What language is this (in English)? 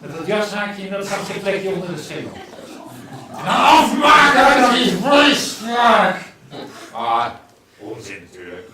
Limburgish